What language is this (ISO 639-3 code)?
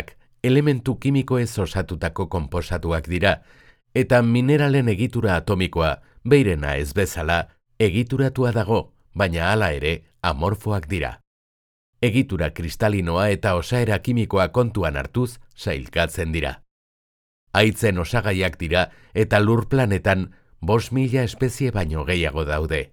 eus